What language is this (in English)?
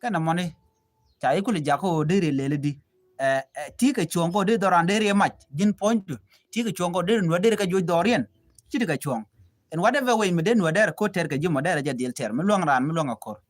Nuer